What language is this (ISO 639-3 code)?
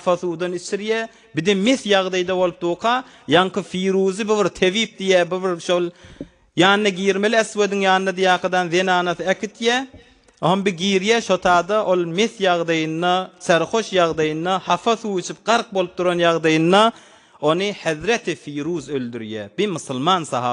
tuk